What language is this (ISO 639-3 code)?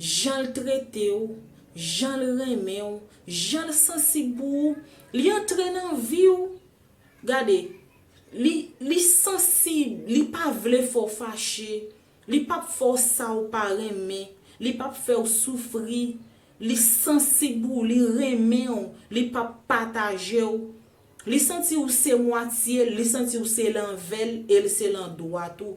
hat